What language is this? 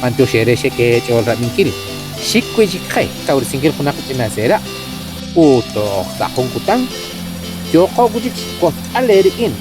Kekchí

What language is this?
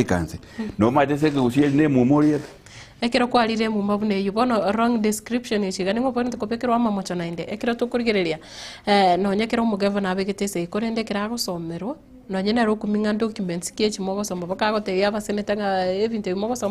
Gusii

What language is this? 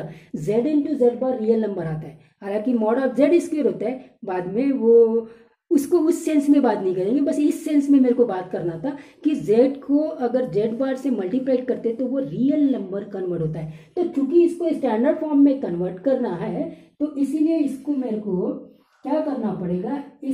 Hindi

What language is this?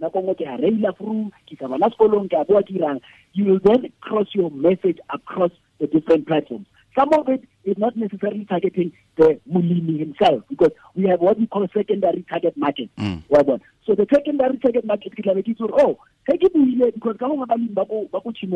Tswana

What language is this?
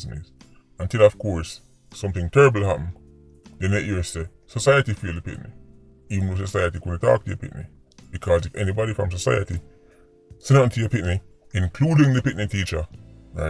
Jamaican Creole English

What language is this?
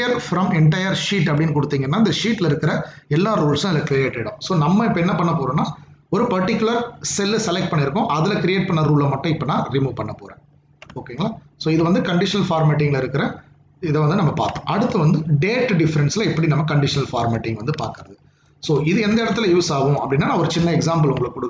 Tamil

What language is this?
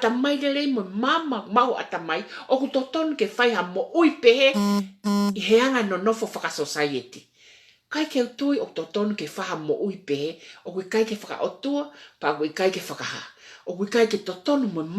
Tongan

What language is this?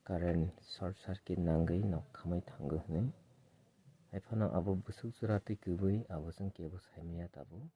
Kok Borok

